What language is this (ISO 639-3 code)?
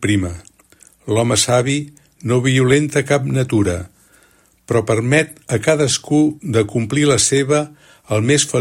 cat